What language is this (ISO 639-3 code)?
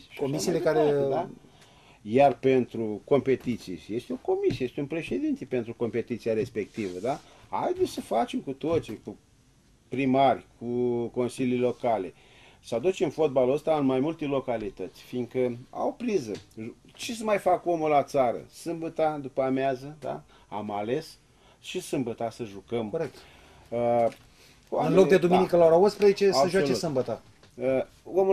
ron